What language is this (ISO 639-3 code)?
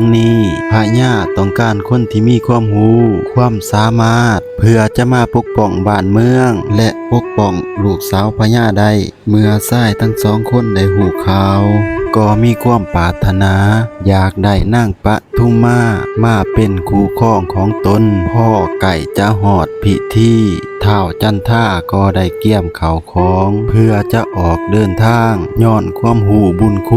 lao